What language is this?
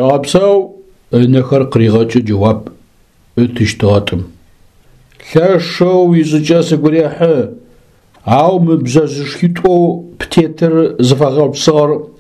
Adyghe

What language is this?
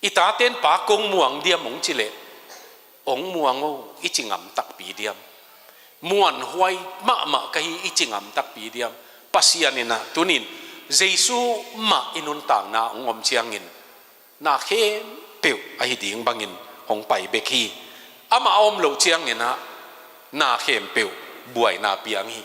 Tedim Chin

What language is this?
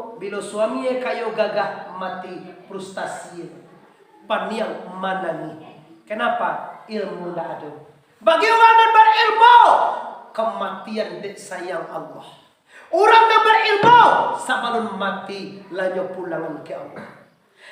Minangkabau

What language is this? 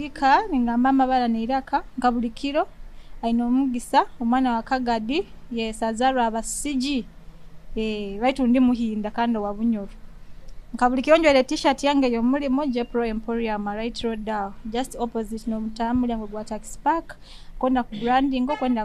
Nyoro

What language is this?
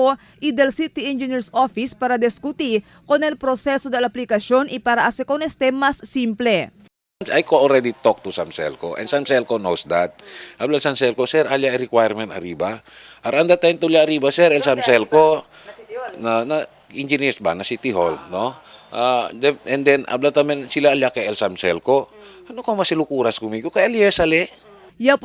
Chavacano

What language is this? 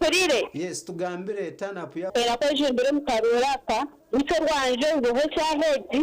Nyankole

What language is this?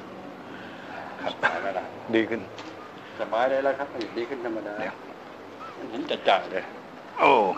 Thai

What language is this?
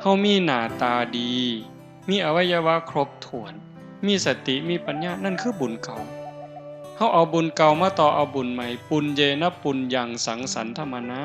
Northeastern Thai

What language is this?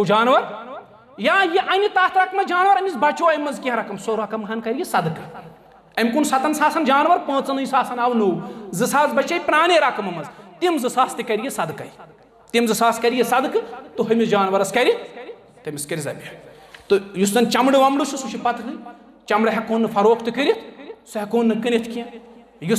Kashmiri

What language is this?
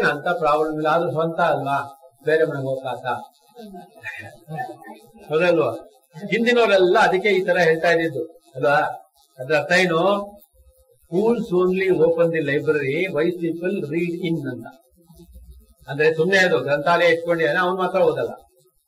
Kannada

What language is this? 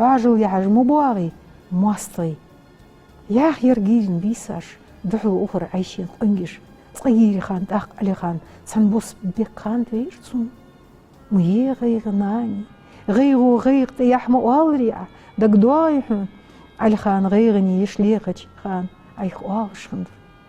Ingush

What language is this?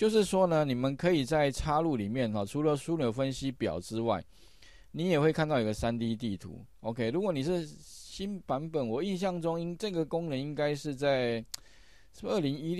Chinese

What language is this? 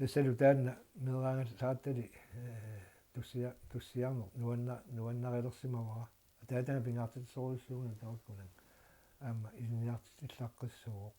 Kalaallisut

